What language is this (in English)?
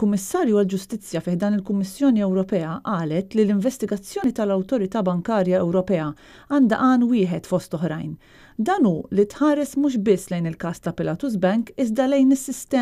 Maltese